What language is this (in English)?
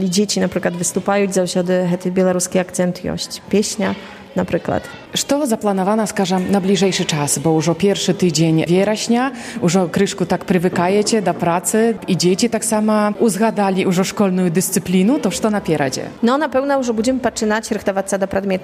Polish